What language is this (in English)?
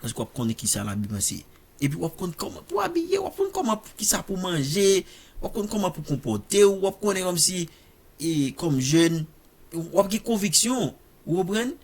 Haitian Creole